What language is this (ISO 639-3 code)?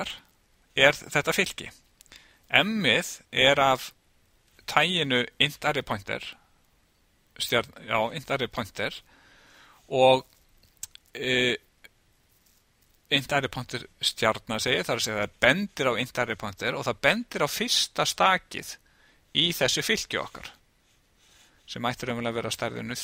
isl